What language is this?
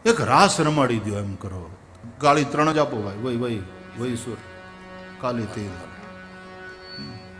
Gujarati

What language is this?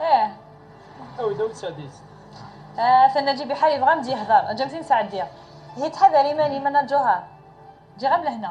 Kabyle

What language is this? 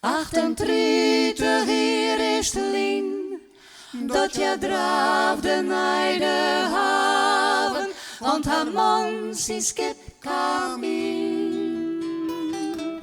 Western Frisian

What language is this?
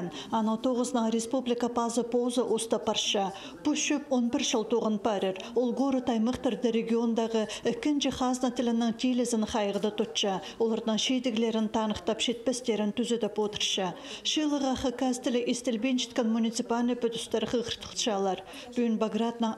Khakas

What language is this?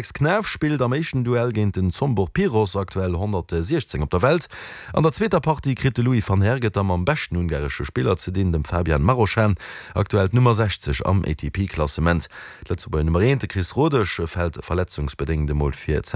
Luxembourgish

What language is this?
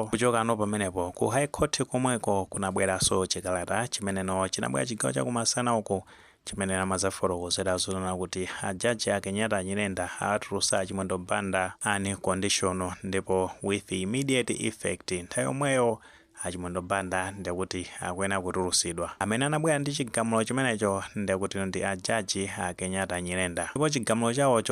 Nyanja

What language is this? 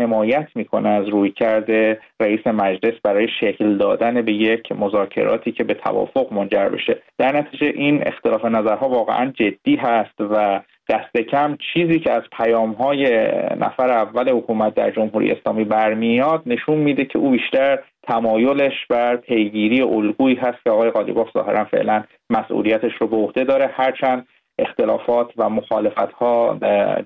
Persian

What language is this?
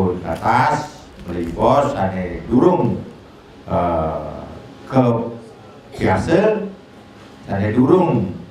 Balinese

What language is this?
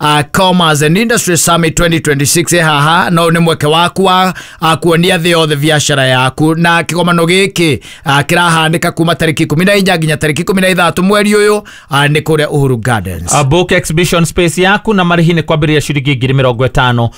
Kikuyu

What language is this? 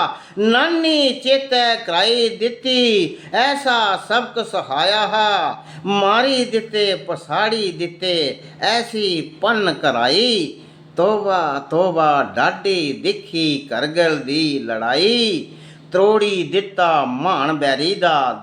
Dogri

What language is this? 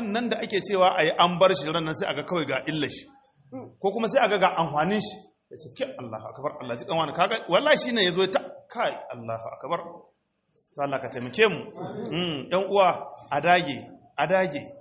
Hausa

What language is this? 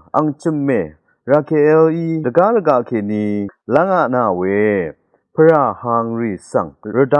Rawang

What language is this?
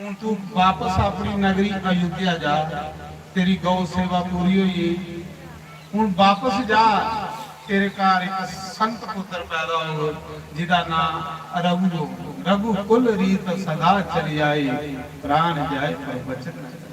Dogri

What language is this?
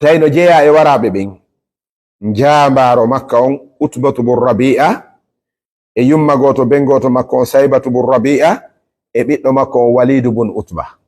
Fula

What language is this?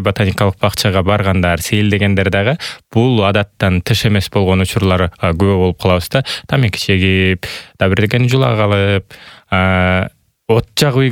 Kyrgyz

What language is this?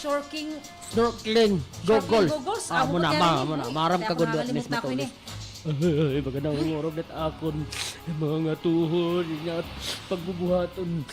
Waray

